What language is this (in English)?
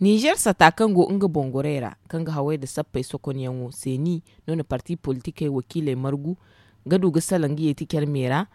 Zarma